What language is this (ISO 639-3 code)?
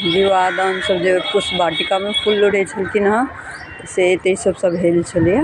mai